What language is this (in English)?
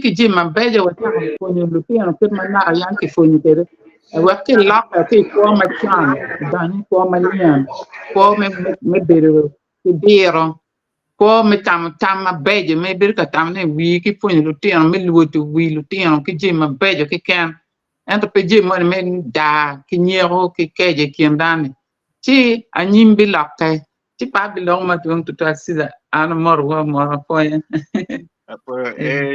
Acoli